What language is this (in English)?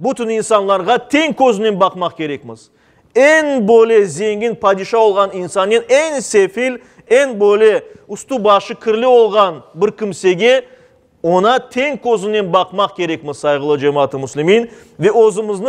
Crimean Tatar